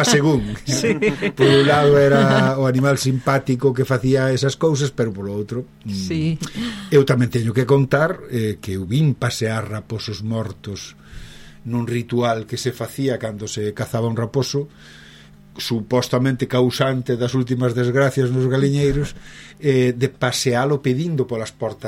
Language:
Galician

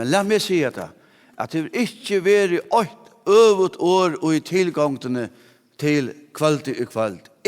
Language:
Faroese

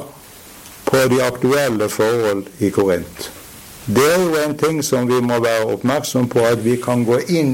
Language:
Norwegian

